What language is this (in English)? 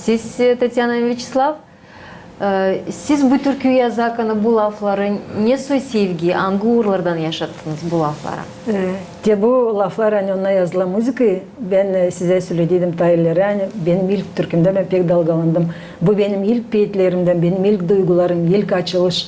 Gagauz